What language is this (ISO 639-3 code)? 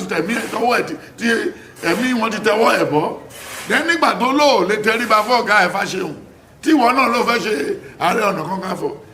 yor